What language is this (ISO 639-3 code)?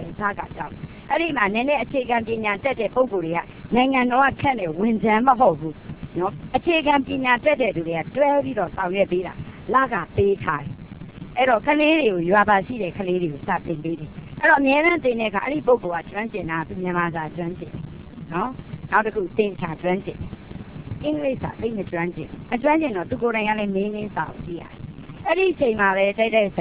mya